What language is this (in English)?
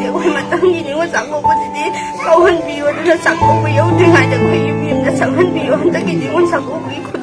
Manipuri